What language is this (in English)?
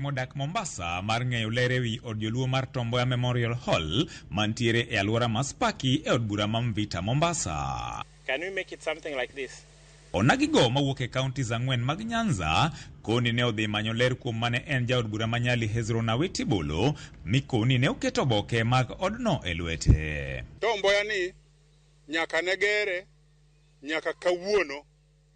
Luo (Kenya and Tanzania)